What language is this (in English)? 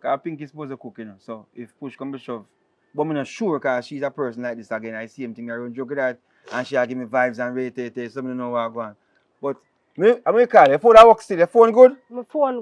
Jamaican Creole English